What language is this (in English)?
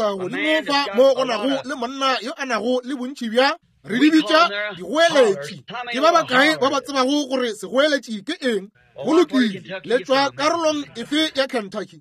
Northern Sotho